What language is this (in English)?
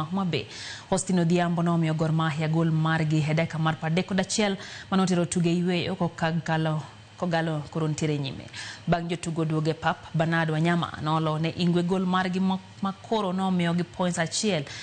Luo (Kenya and Tanzania)